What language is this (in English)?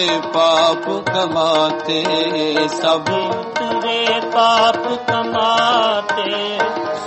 Punjabi